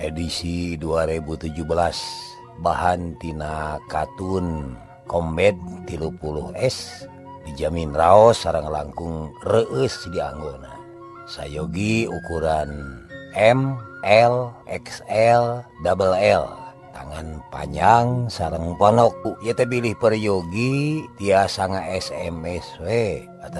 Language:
Sundanese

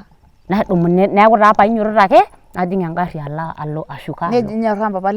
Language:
Masai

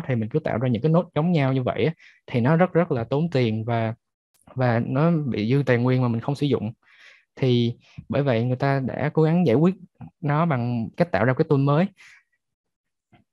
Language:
Vietnamese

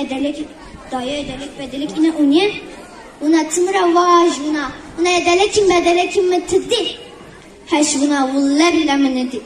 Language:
Zaza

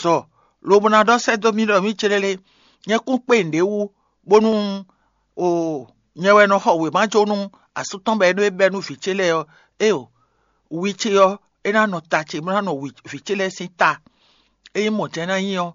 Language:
Fon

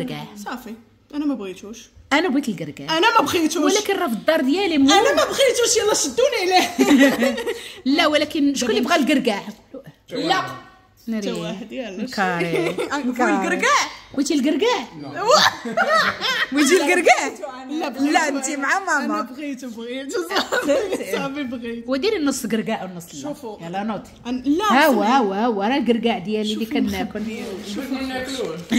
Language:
Moroccan Arabic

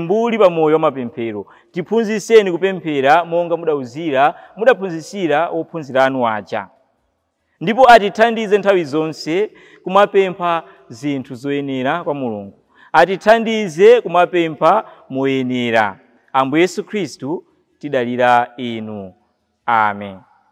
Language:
Nyanja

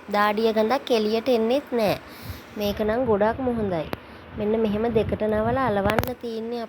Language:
Sinhala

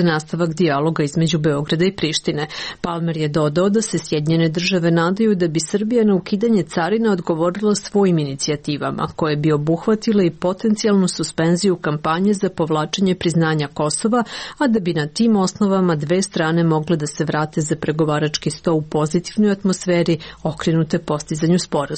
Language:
Serbian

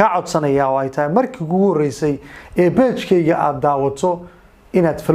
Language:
Somali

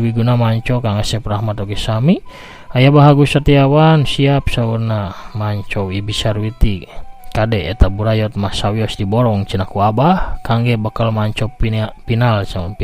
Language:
Sundanese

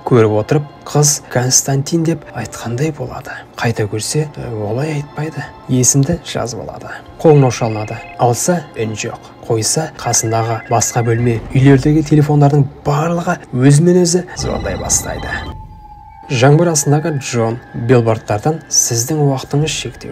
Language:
Kazakh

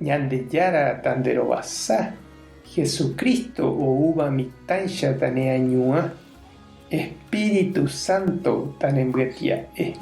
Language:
Guarani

